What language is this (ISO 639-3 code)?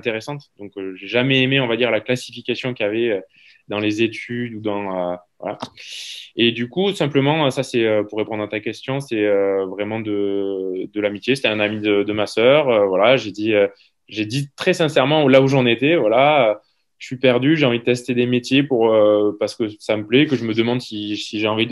fra